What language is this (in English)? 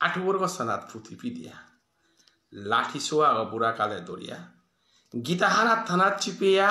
Bishnupriya